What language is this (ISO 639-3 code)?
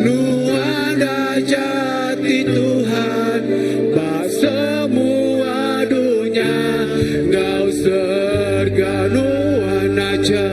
iba